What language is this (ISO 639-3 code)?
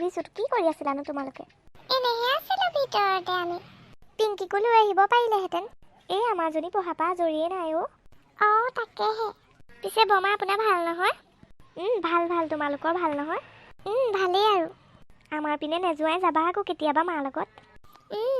asm